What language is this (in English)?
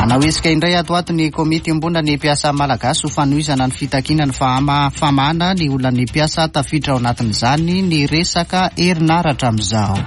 Malagasy